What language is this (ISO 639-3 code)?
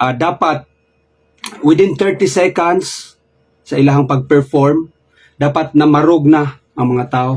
ceb